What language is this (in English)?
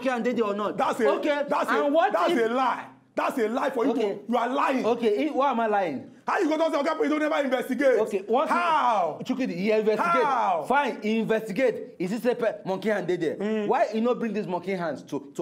Nigerian Pidgin